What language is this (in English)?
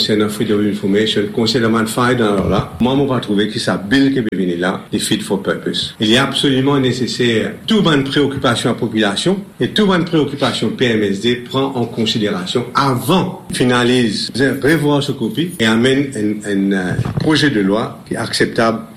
Morisyen